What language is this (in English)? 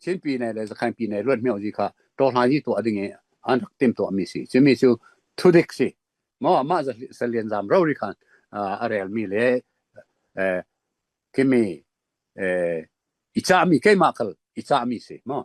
Falam Chin